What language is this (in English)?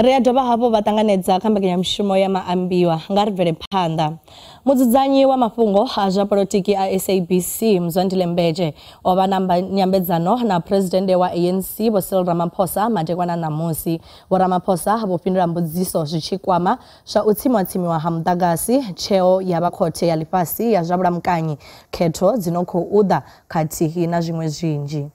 Venda